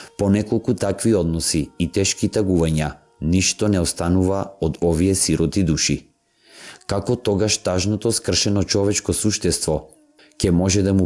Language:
Macedonian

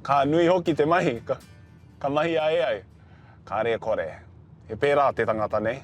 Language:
Māori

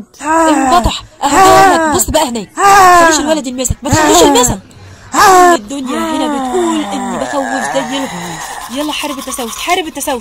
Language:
Egyptian Arabic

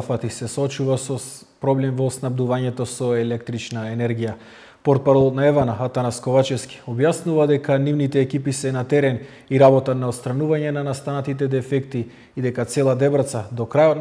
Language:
Macedonian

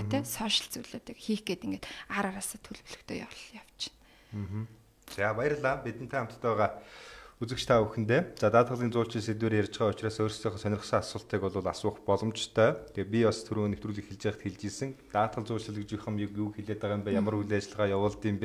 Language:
Mongolian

